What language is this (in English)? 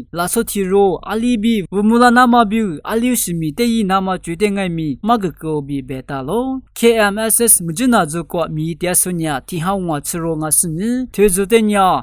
Lisu